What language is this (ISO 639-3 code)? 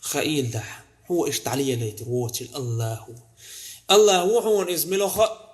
che